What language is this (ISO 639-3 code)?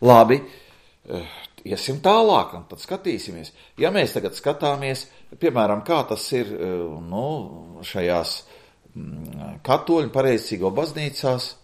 lav